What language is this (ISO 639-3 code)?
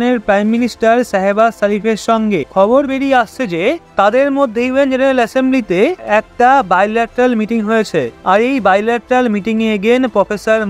ben